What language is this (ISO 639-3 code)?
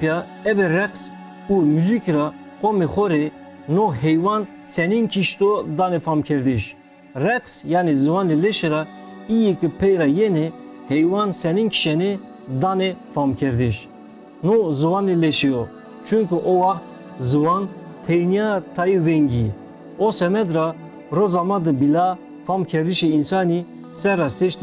zza